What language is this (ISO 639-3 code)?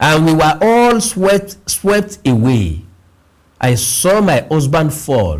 yor